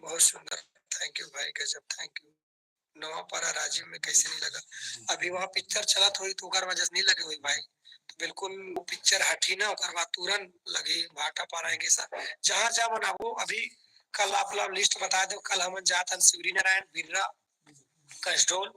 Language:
Chhattisgarhi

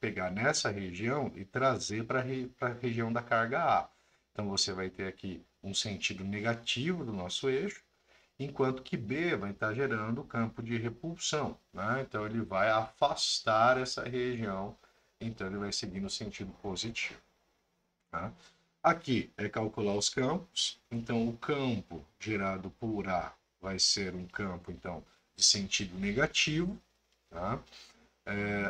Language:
Portuguese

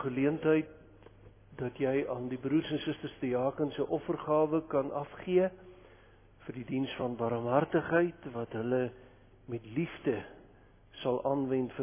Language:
Afrikaans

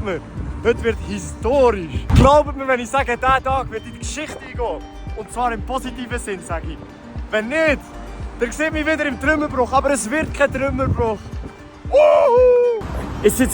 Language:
Swiss German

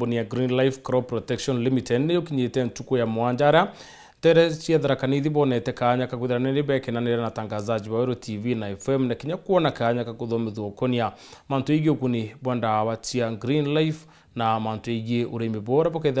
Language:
Meru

